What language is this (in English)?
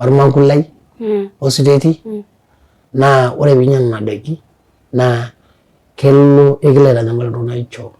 Masai